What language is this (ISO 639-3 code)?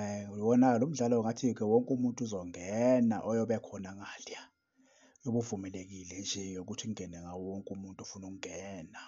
zul